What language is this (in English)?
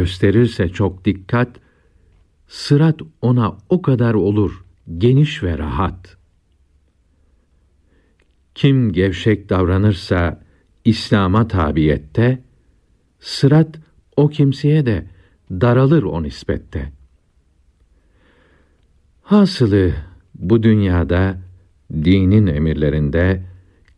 Turkish